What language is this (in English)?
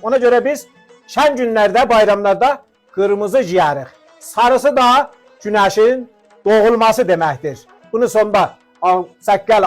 South Azerbaijani